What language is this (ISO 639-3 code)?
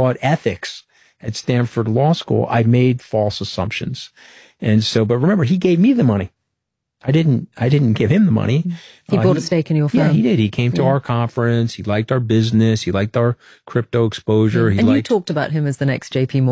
eng